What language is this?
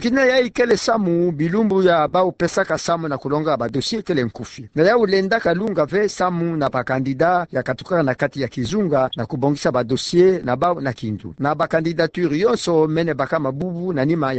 Kituba (Democratic Republic of Congo)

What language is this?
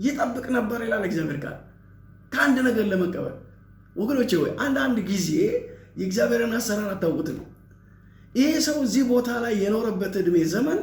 Amharic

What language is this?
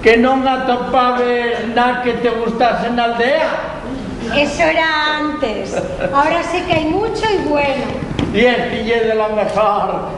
Asturian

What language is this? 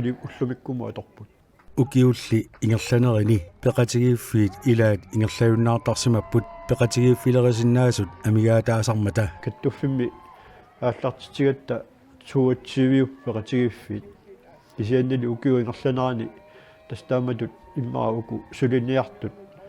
Kalaallisut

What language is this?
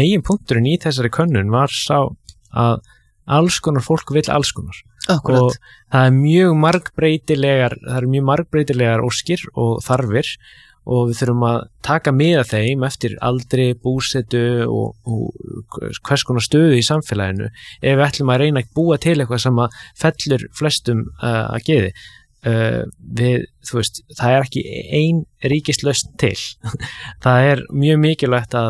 Icelandic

